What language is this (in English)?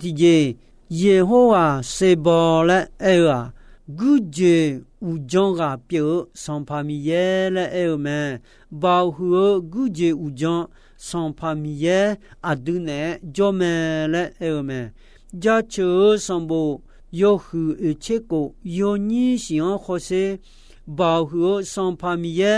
Akha